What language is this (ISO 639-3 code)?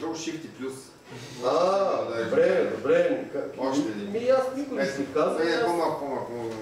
bul